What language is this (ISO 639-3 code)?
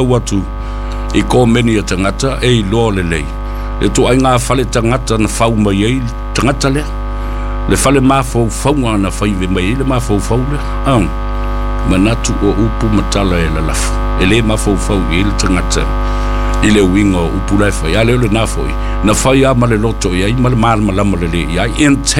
smo